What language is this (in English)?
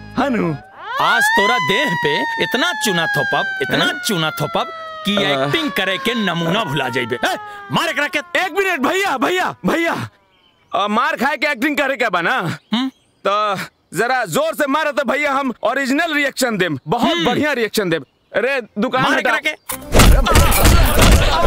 Bhojpuri